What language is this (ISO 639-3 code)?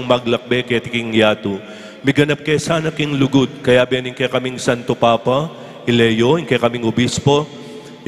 pam